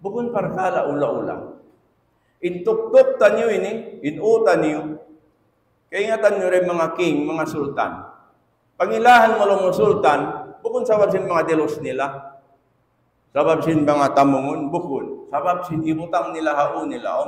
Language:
Tausug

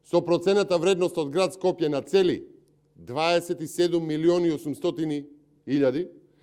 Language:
Macedonian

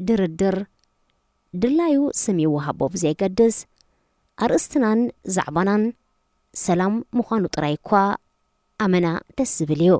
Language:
Tigrinya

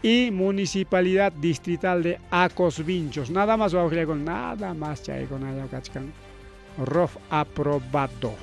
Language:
Ayacucho Quechua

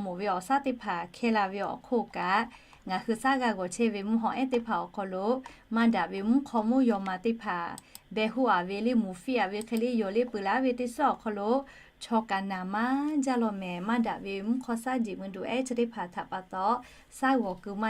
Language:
Lahu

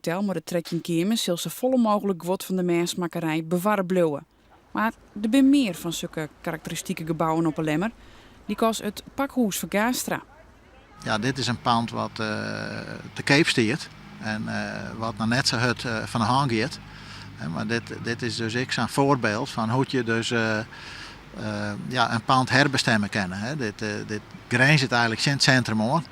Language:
Western Frisian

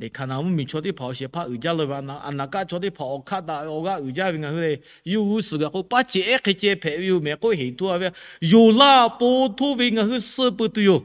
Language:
Lahu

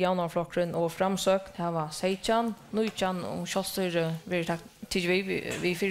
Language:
Faroese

